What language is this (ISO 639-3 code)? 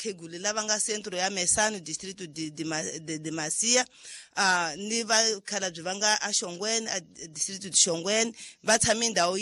tso